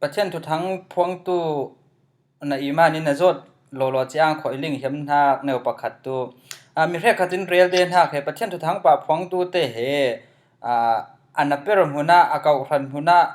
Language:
Falam Chin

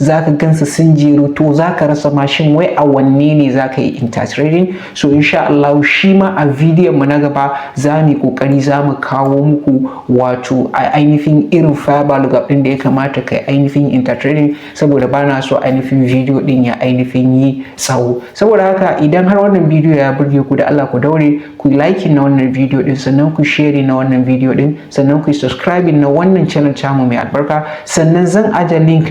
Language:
Hausa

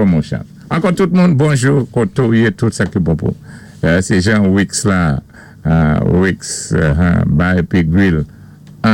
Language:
Saint Lucian Creole French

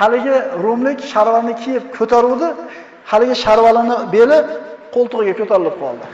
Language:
Uzbek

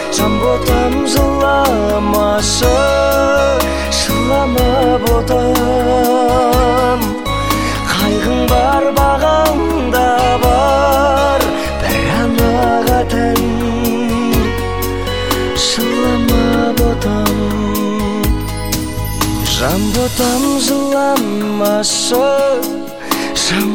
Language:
Kazakh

